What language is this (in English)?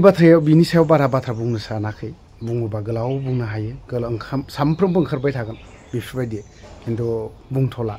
Bodo